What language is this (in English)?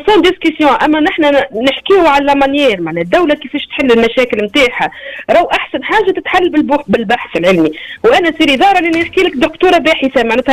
Tunisian Arabic